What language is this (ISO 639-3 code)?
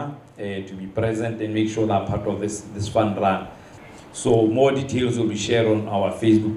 tsn